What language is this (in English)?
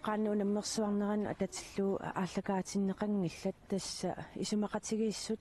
Kalaallisut